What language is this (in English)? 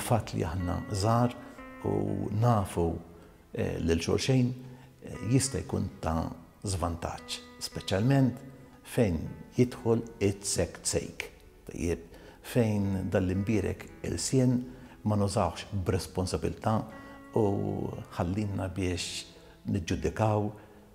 Maltese